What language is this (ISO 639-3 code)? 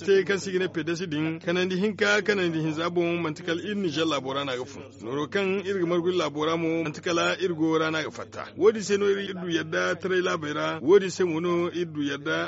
dje